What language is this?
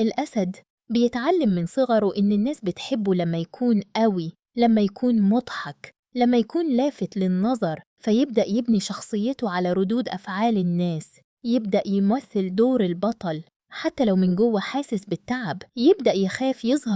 Egyptian Arabic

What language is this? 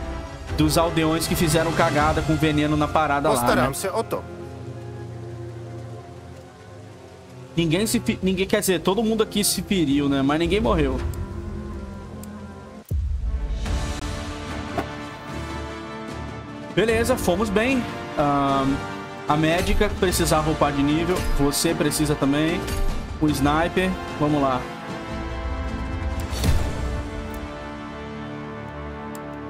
Portuguese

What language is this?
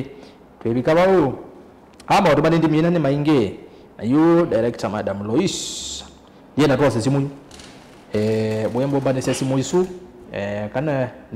Kamba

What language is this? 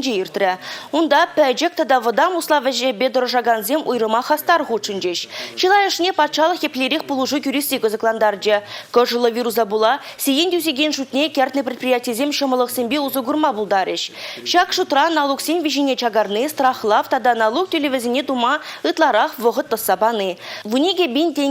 Chuvash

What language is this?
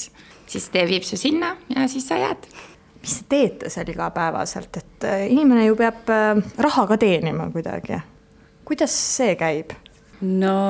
Estonian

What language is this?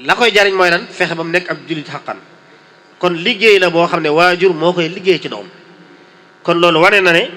Wolof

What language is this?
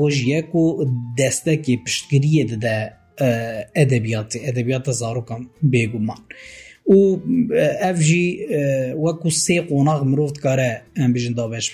Kurdish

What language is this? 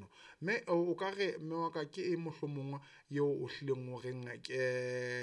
Southern Sotho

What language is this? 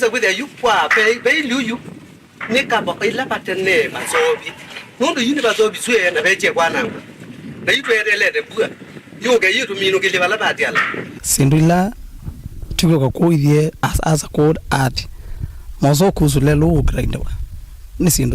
Kamba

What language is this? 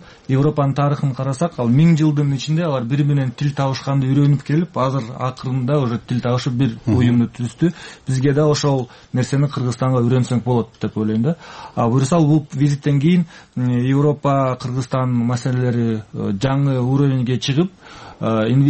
Kyrgyz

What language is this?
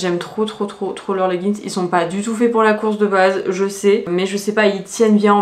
French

